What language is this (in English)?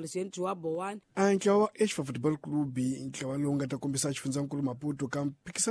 Tsonga